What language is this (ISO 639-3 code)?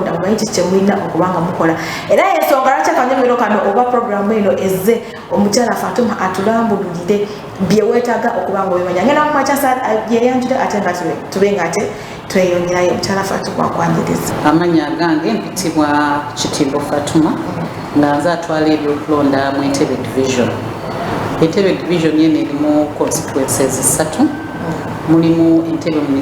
lug